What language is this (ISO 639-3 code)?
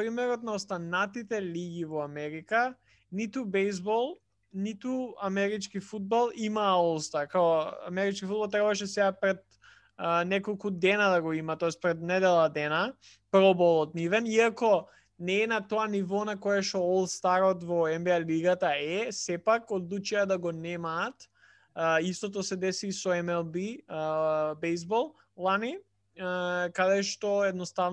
mkd